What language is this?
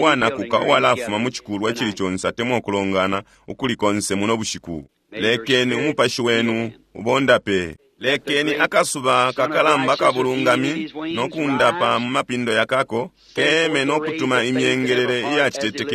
Bemba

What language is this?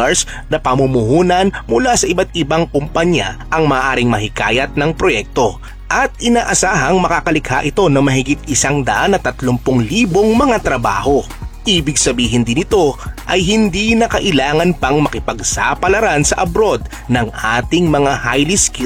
Filipino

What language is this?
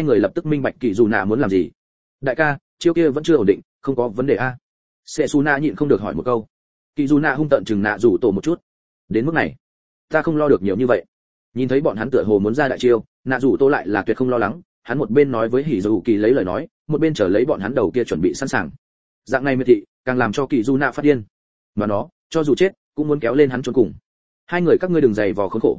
Vietnamese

